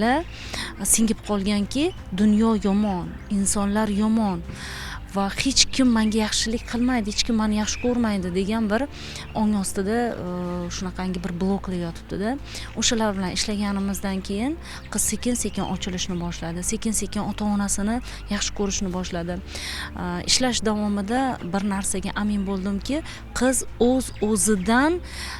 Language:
Uzbek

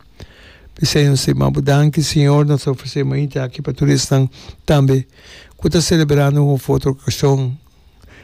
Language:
Papiamento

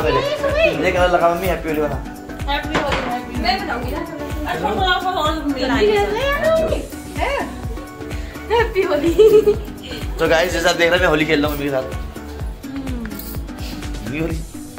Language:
Hindi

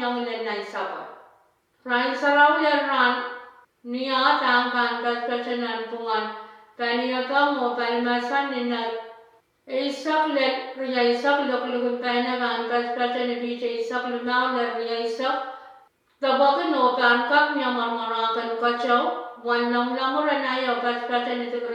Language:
Pohnpeian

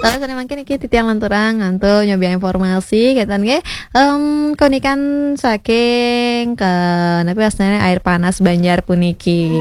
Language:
Balinese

